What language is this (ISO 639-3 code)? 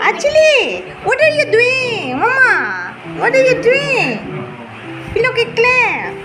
mjw